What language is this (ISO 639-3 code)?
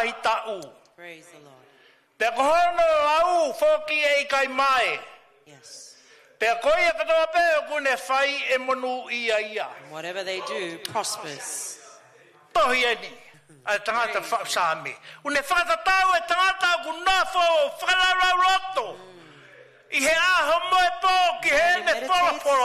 ton